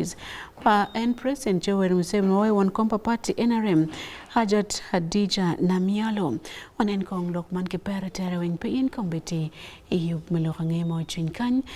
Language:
Acoli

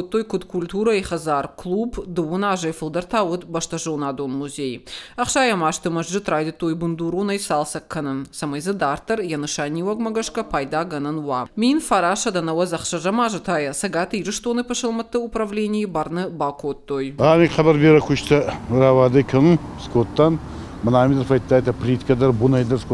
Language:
Ossetic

